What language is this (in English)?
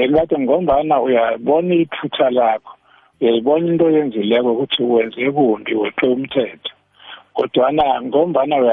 South Ndebele